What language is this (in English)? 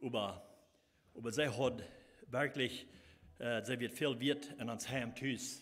Plautdietsch